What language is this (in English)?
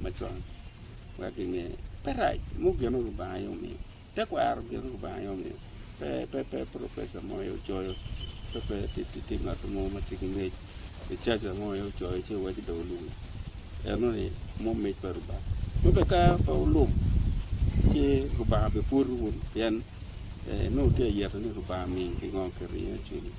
Acoli